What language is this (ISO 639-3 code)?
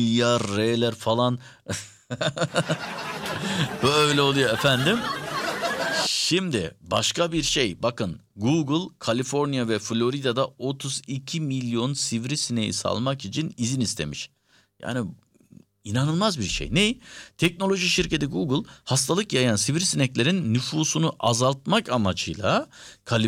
tur